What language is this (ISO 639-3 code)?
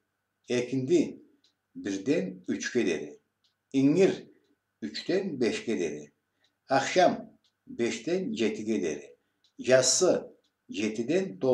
krc